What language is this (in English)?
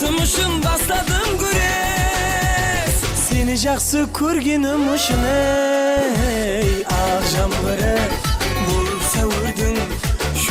Kara-Kalpak